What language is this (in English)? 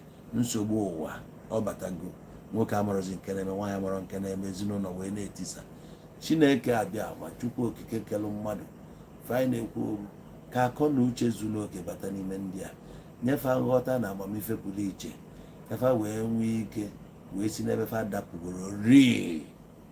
Igbo